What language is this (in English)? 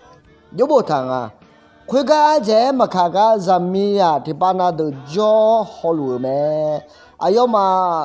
Akha